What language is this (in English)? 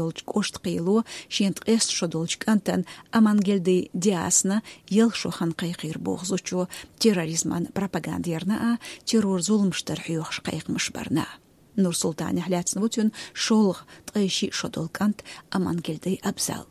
Chechen